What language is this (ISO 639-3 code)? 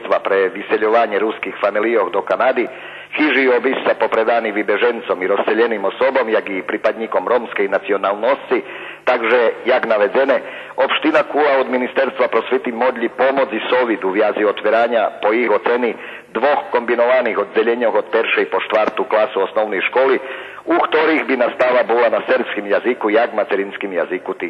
rue